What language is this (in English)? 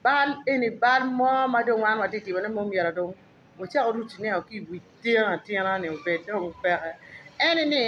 Acoli